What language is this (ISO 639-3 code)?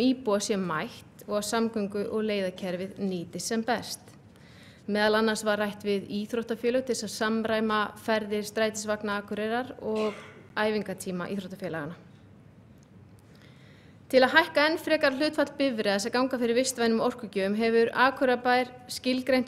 isl